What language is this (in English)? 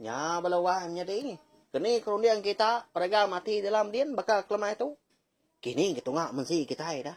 Iban